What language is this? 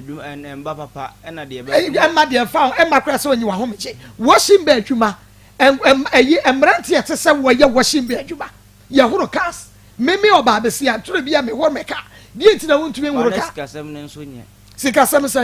Akan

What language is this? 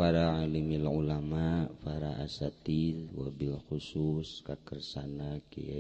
Sundanese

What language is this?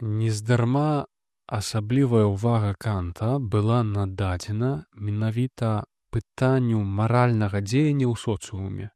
Belarusian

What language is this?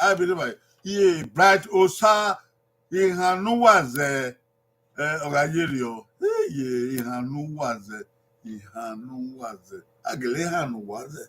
Bini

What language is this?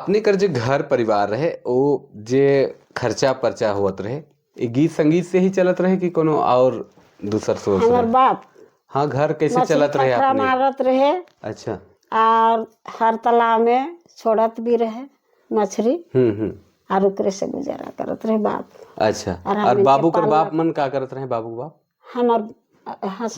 Sadri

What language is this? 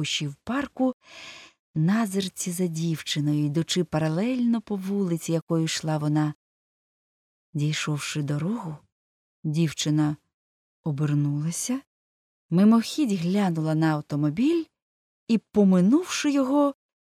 Ukrainian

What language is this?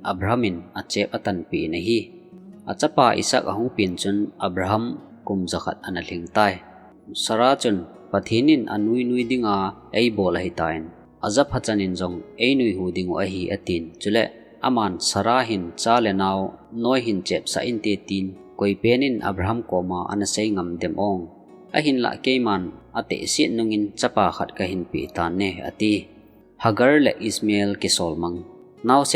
Thado Chin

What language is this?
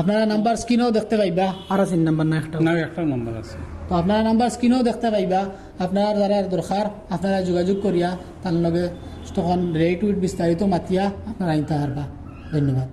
Sylheti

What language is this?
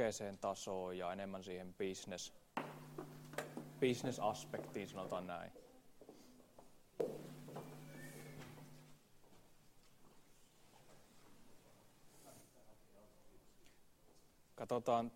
Finnish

